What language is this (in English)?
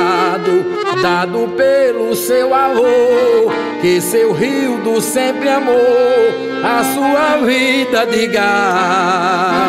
Portuguese